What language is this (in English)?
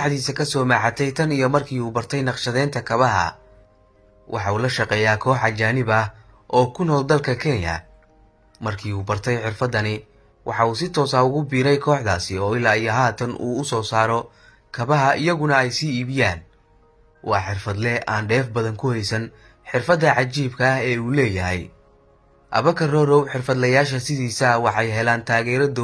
Somali